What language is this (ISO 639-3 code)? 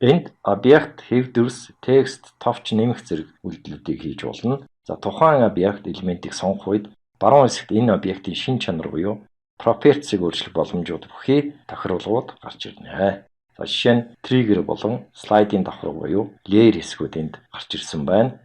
mon